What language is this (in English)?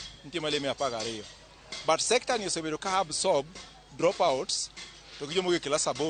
Luo (Kenya and Tanzania)